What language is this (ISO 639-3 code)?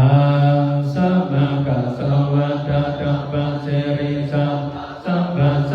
pli